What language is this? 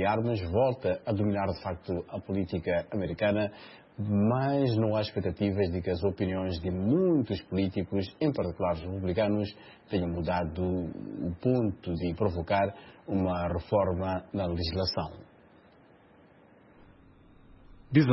Portuguese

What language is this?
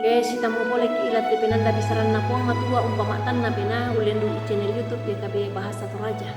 Toraja-Sa'dan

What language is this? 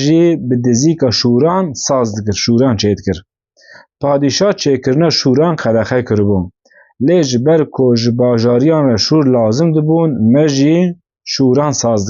Kurdish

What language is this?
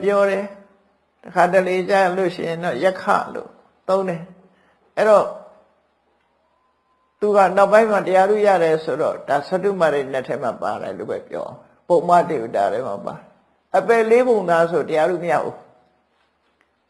Burmese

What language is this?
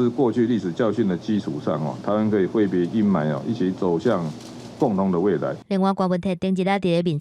Min Nan Chinese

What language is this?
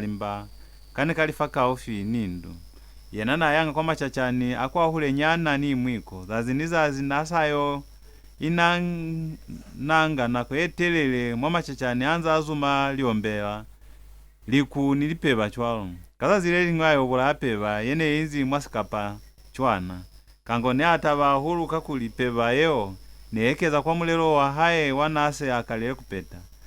Lozi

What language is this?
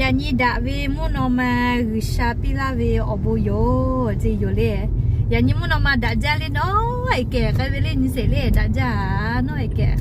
Lahu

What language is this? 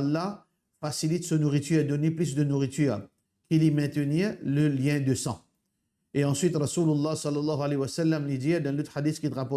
Morisyen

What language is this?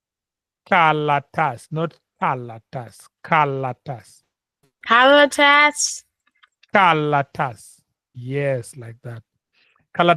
Luo (Kenya and Tanzania)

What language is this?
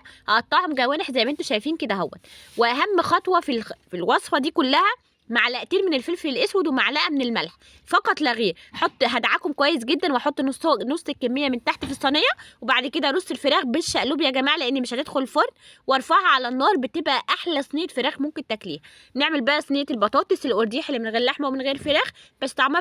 Egyptian Arabic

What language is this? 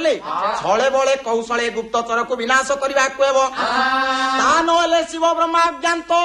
Odia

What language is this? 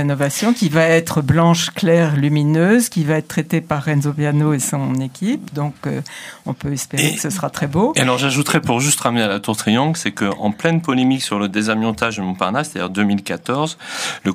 French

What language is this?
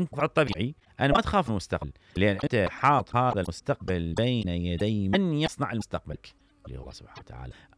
Mesopotamian Arabic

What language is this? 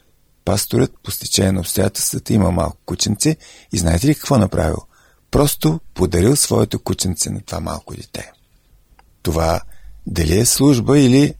Bulgarian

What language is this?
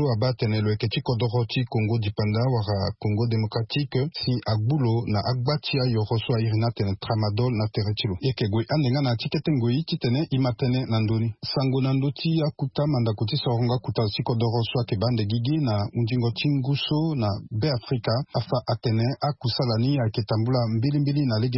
Sango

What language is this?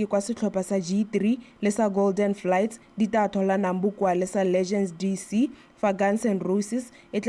Tswana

